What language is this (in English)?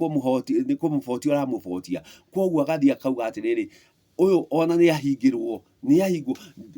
Kikuyu